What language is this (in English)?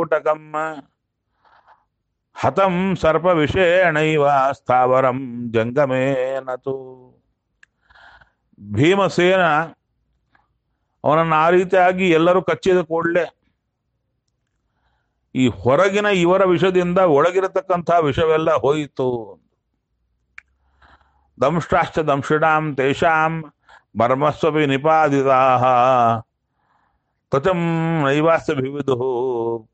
Kannada